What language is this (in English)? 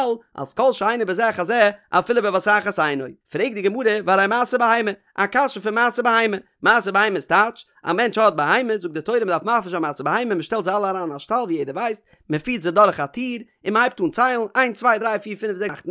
Yiddish